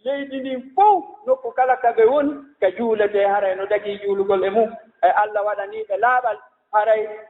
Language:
Fula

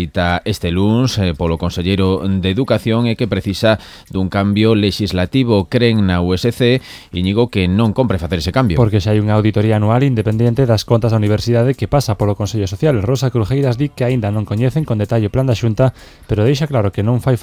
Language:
Galician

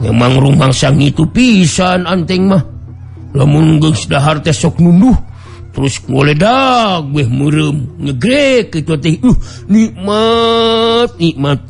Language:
Sundanese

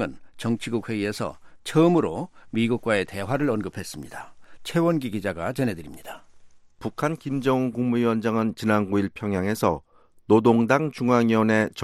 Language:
Korean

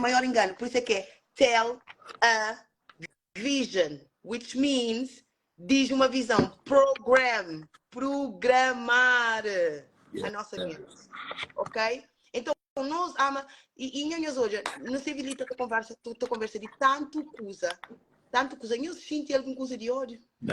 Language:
Kabuverdianu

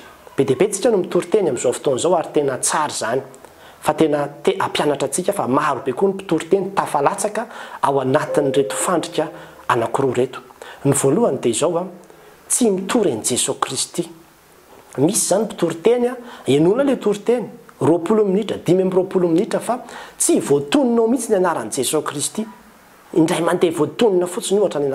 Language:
Malagasy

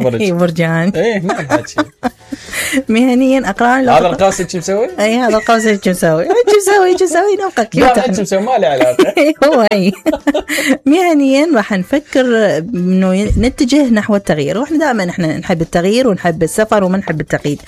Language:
Mesopotamian Arabic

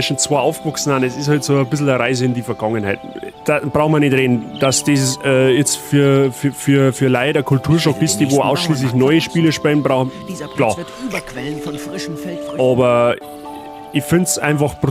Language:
Bavarian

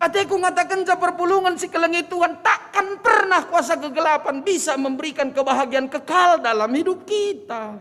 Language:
Batak Karo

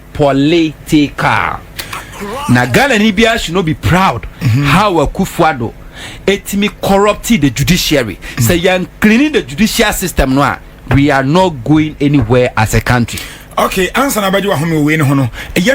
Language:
Akan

